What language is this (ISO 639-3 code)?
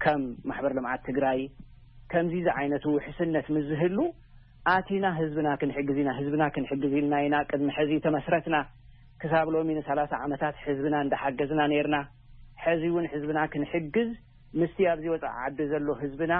tir